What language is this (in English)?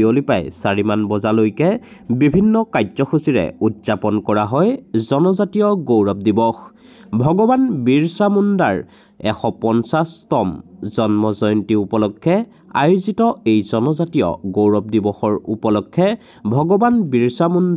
Assamese